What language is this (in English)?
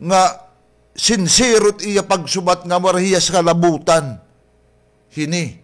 Waray